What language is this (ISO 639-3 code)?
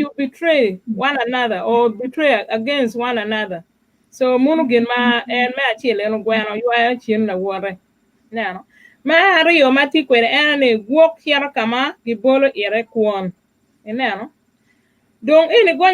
ach